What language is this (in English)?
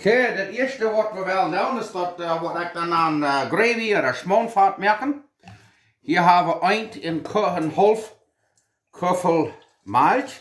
Plautdietsch